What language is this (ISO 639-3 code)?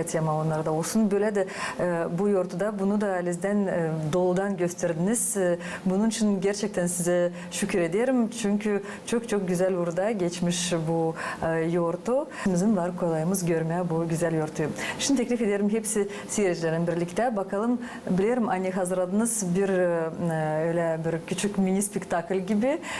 gag